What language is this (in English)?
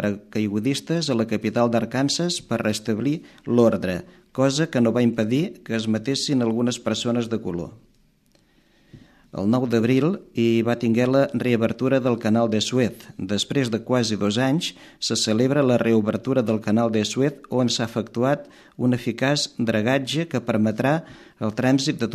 Catalan